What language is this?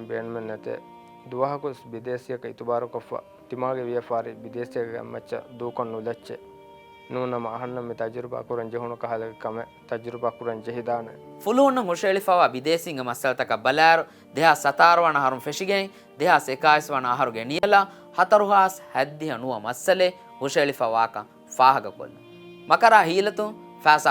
Divehi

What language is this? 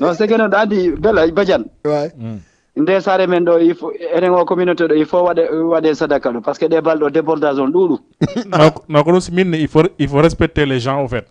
Fula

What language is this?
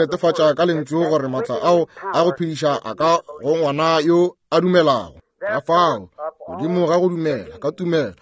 Northern Sotho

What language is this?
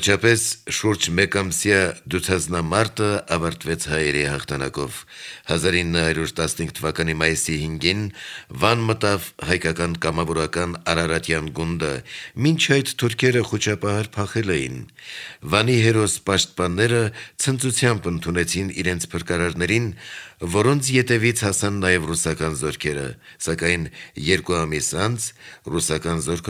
Armenian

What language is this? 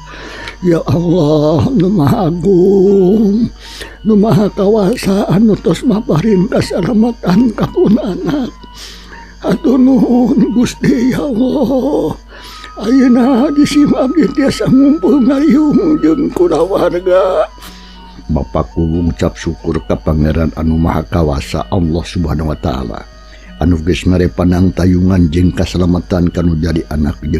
Sundanese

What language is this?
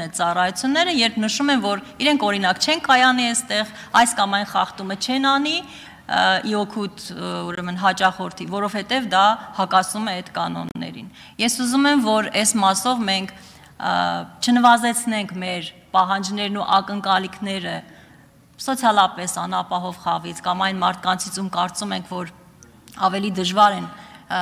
Armenian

